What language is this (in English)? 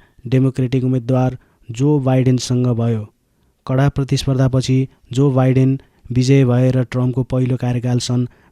Nepali